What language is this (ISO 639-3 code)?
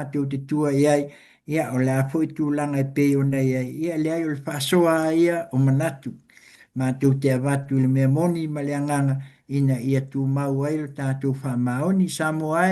smo